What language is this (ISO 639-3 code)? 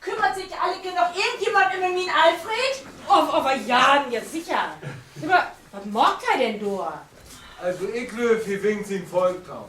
nds